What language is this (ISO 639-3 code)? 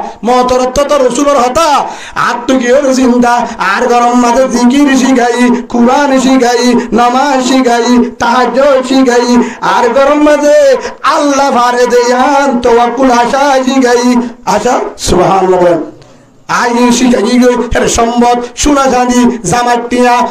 rhg